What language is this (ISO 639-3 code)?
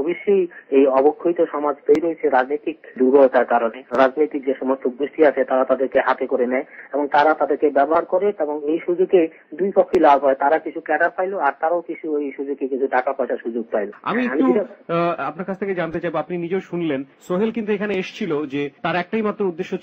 ben